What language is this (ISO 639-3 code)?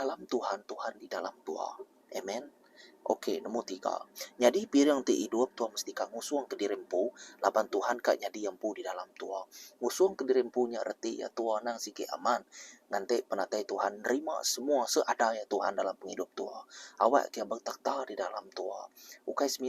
iba